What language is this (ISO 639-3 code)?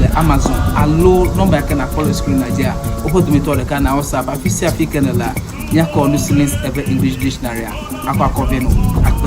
ewe